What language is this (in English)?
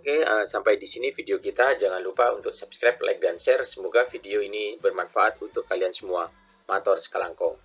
Madurese